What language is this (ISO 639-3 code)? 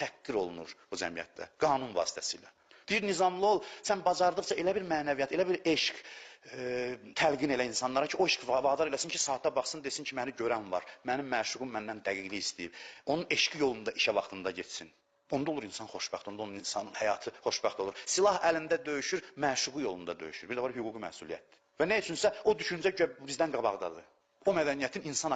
aze